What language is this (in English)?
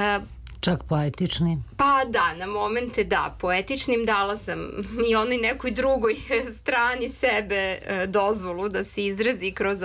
Serbian